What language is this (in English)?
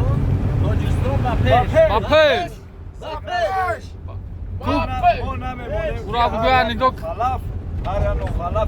Tajik